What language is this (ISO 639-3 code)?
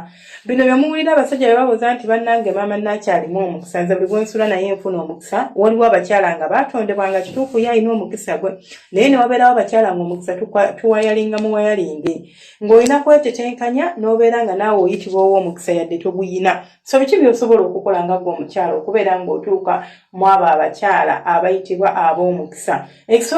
lug